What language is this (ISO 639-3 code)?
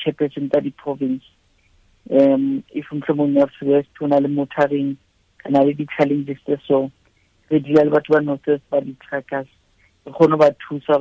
sot